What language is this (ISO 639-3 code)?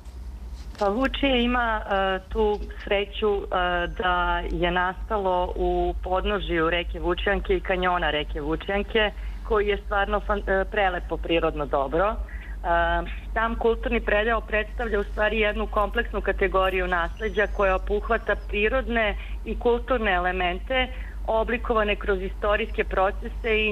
srp